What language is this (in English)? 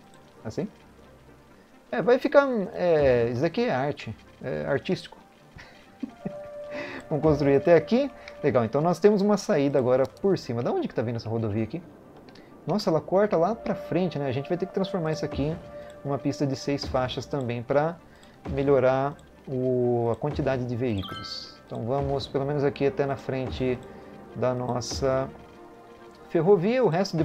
Portuguese